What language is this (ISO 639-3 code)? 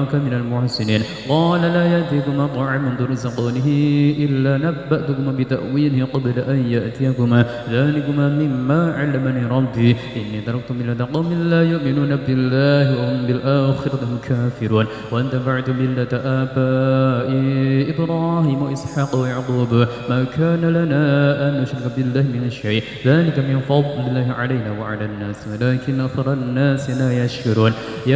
ara